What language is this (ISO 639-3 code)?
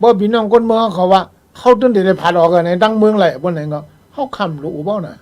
shn